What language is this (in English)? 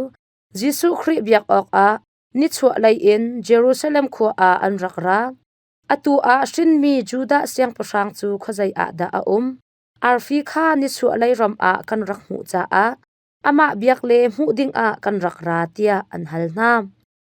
Hakha Chin